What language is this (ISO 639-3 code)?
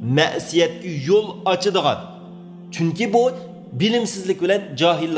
uig